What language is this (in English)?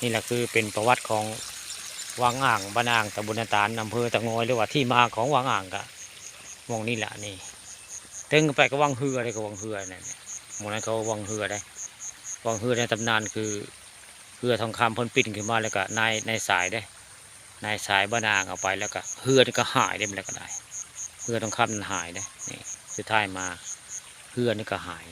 Northeastern Thai